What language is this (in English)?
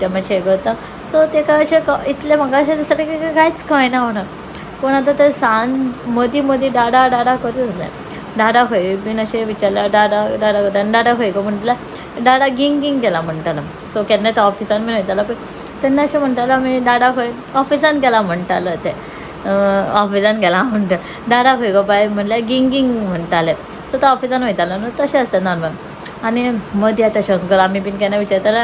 Konkani